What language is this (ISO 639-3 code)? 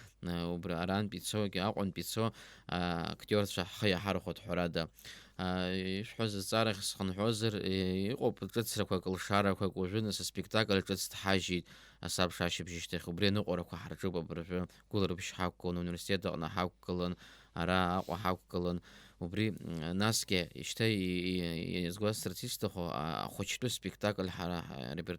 abk